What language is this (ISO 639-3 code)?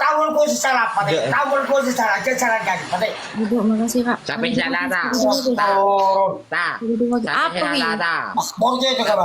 mad